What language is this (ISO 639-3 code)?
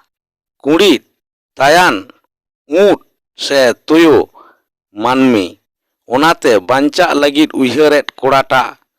sat